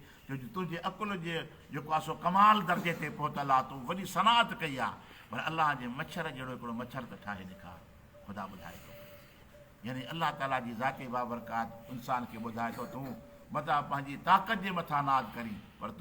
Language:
Sindhi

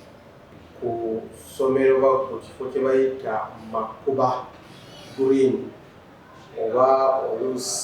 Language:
Ganda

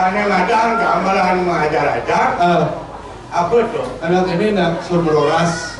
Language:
Balinese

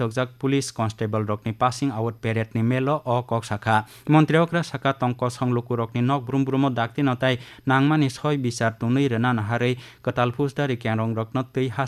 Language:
Kok Borok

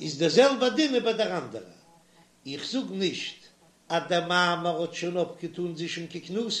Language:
Yiddish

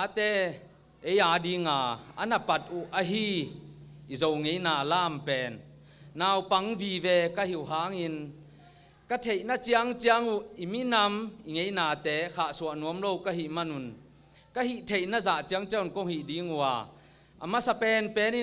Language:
Tedim Chin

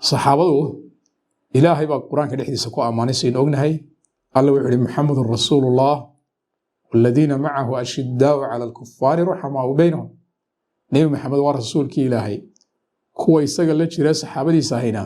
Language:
Somali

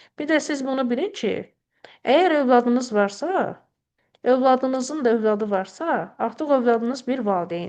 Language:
Azerbaijani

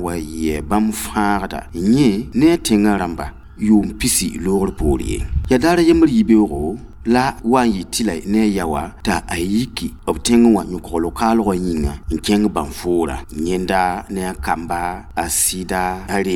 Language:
Mossi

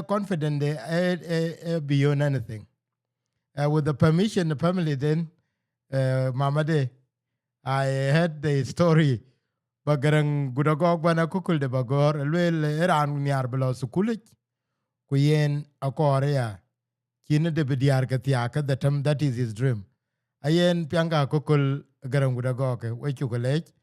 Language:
Dinka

